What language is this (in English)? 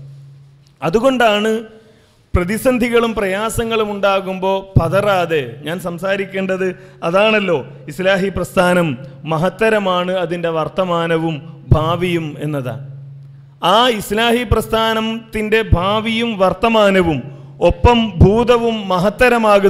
Malayalam